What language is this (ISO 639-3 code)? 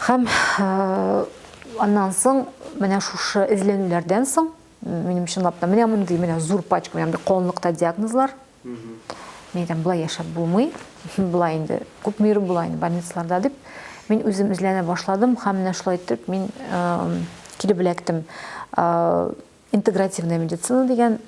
tat